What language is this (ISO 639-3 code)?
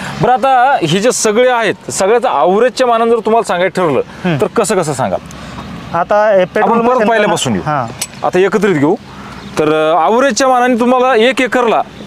mar